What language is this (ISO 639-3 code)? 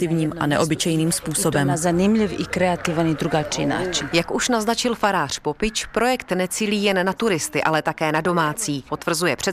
ces